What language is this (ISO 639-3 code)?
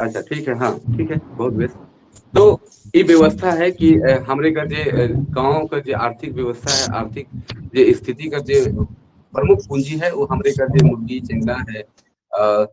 sck